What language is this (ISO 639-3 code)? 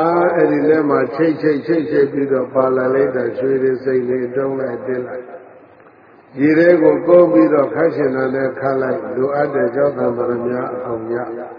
mya